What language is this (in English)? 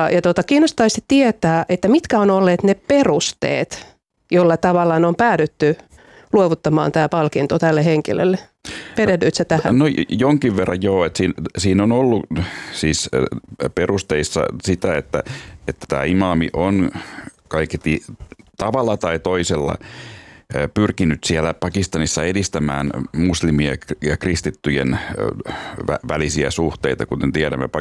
Finnish